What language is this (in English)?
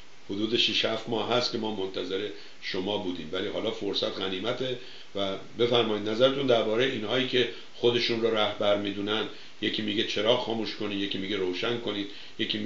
Persian